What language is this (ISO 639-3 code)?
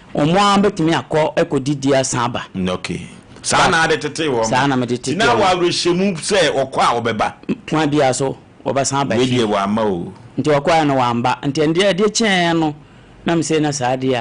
aka